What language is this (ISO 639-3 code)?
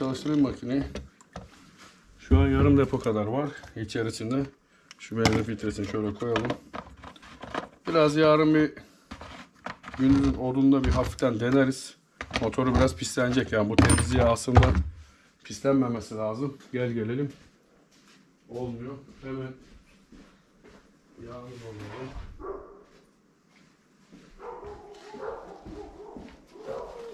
tur